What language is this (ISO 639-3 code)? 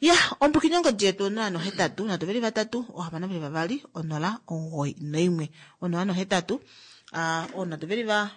kua